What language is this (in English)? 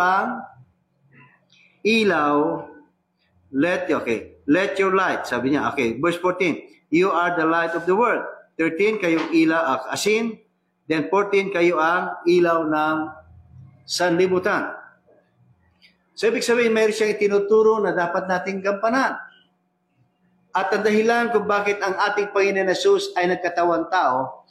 Filipino